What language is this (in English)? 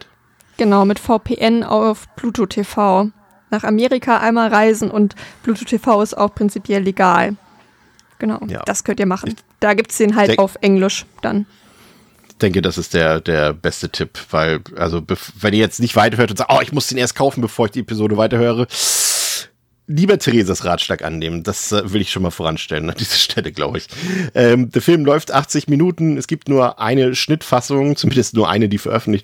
German